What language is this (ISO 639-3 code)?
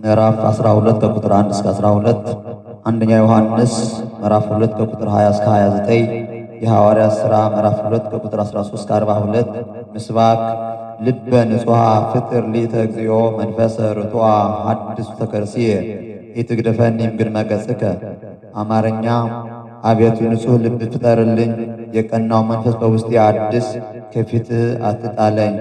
amh